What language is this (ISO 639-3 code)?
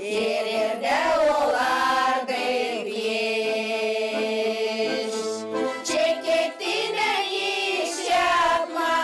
gag